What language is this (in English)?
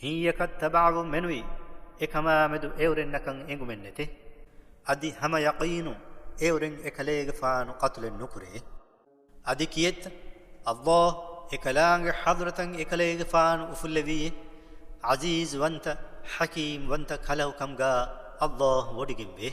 Divehi